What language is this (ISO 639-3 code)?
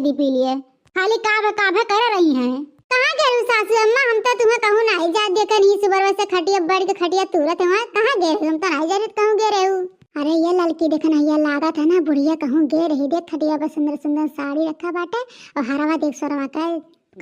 awa